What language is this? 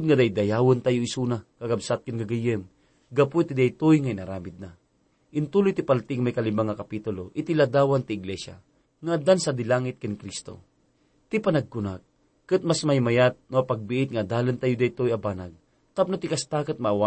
Iloko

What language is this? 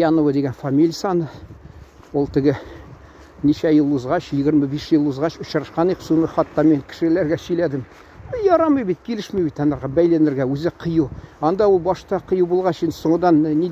Tatar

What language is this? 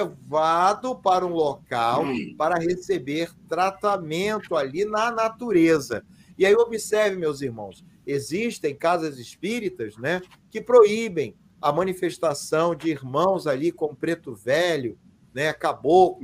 Portuguese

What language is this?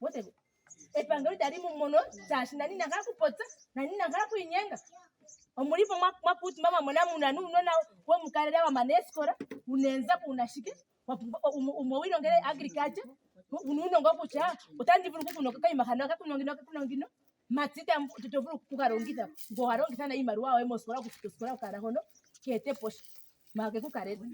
Ndonga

